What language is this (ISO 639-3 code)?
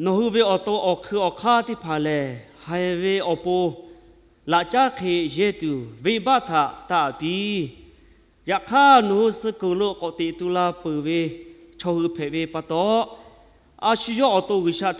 lhu